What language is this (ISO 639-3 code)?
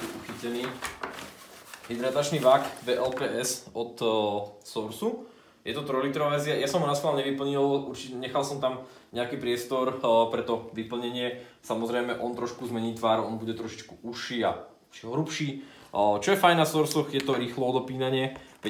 slk